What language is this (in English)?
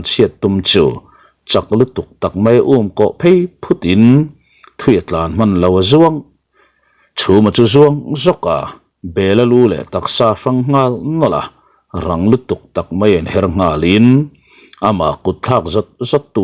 Mizo